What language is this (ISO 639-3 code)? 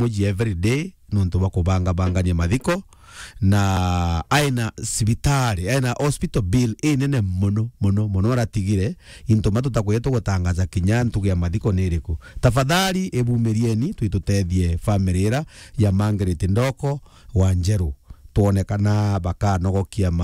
mer